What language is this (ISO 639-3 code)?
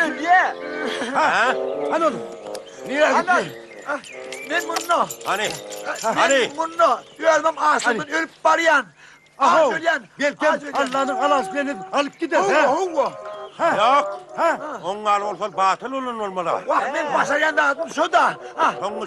tuk